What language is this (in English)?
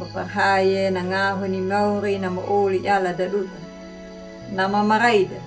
Anakalangu